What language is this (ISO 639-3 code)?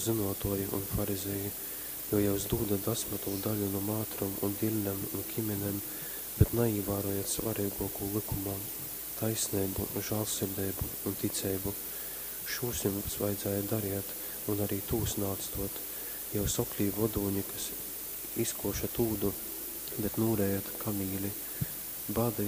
ltg